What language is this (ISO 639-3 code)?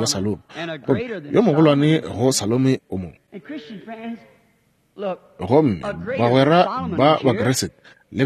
nso